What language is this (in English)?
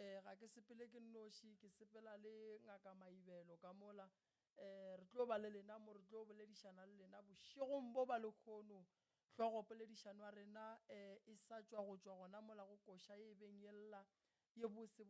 Northern Sotho